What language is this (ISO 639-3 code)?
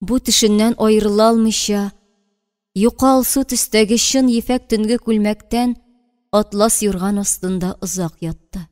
tat